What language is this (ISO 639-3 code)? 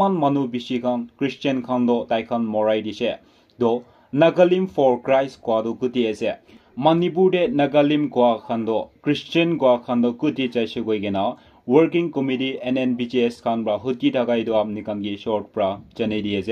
nag